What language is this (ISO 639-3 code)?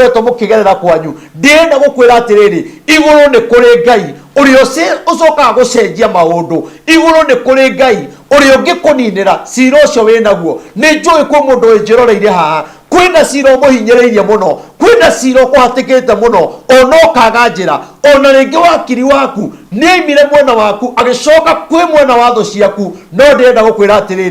kik